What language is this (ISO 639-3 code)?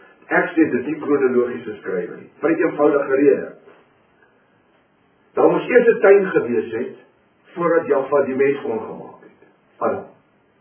afr